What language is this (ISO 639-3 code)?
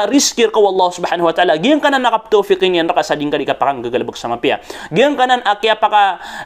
mrw